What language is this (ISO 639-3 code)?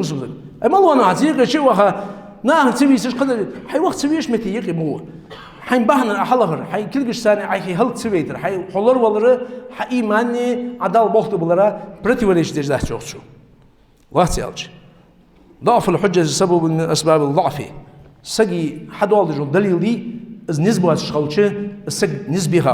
inh